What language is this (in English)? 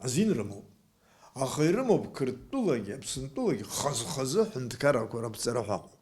Abkhazian